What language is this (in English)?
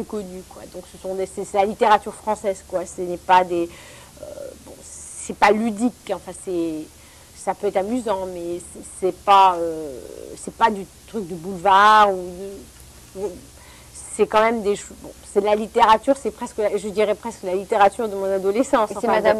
French